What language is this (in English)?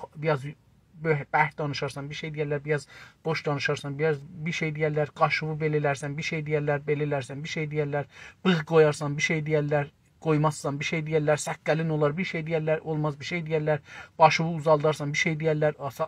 South Azerbaijani